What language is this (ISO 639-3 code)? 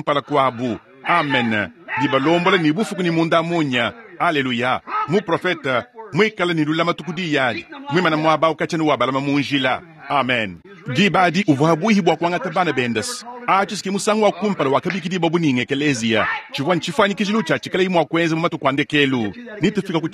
lua